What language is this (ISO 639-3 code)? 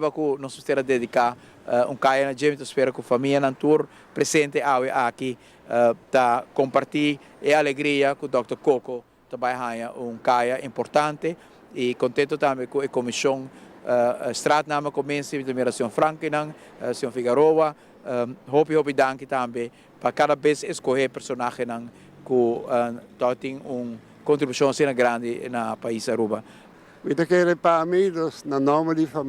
pap